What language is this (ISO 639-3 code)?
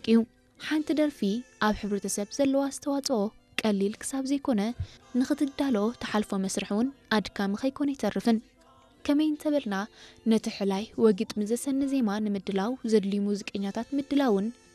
tir